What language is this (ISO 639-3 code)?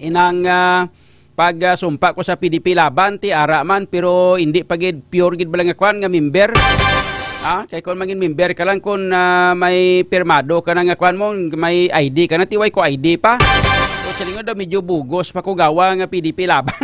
hil